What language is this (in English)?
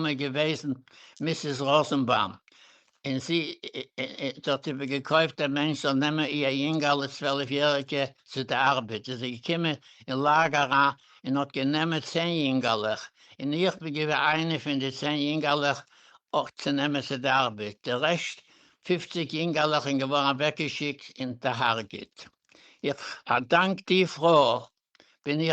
Yiddish